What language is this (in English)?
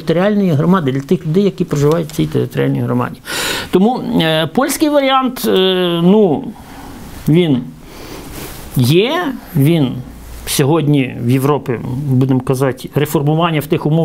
Ukrainian